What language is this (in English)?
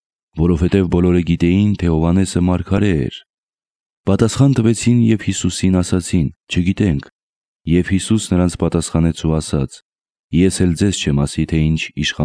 Armenian